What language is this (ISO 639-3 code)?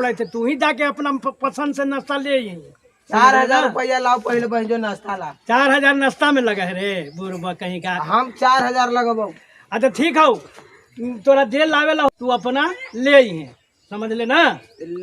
mag